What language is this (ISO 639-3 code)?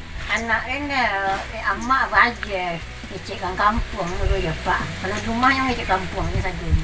min